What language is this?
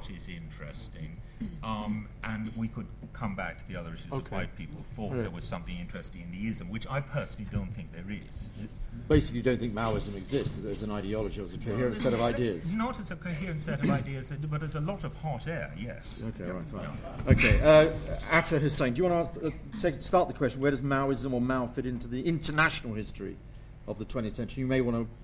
English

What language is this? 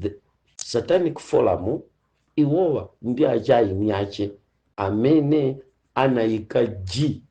Nyanja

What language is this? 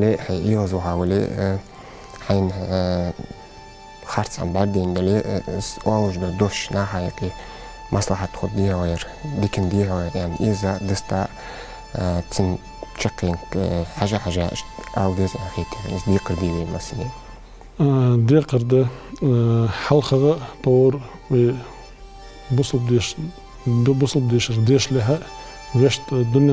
Ingush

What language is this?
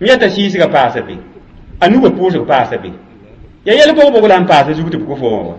Mossi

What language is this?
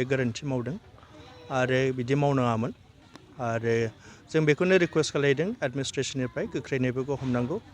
Bodo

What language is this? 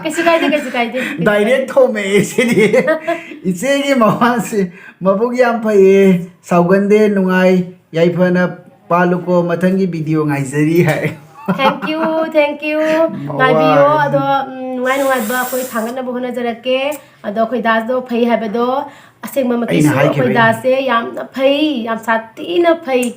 Manipuri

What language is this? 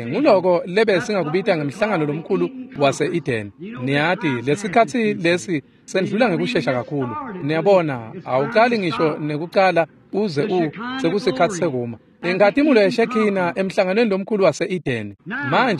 Swati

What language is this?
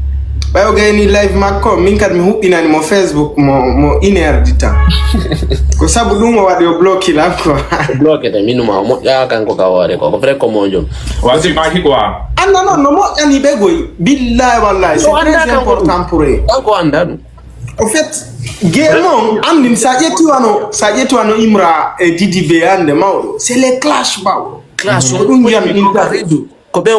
Fula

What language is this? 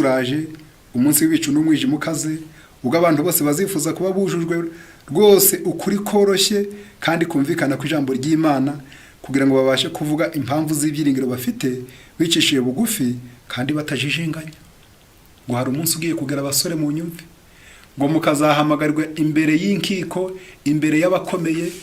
Kinyarwanda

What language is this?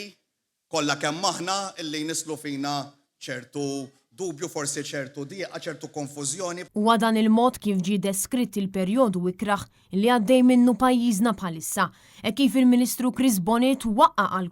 Maltese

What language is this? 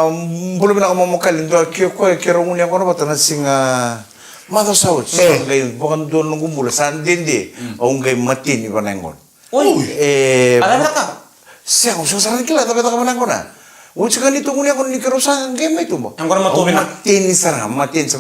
Fijian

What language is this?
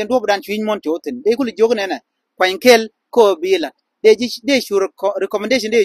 Nuer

